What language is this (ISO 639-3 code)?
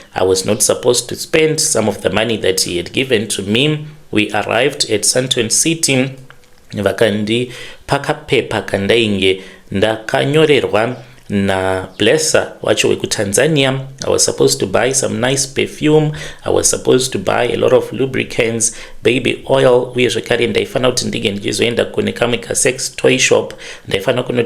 sna